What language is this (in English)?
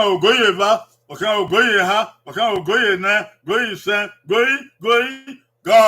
Bini